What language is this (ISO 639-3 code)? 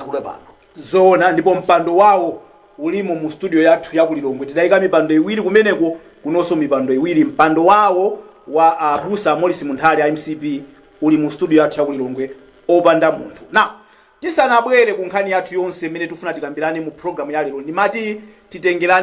nya